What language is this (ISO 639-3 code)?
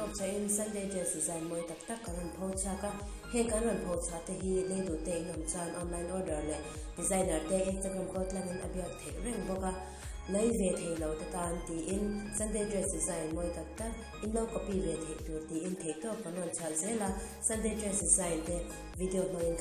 lus